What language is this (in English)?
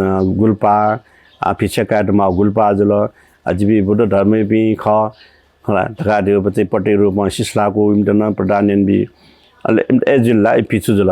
Newari